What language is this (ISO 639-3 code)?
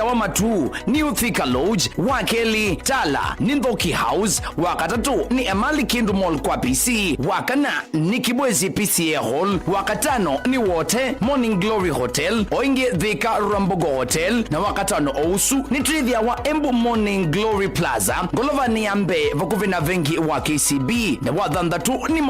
kam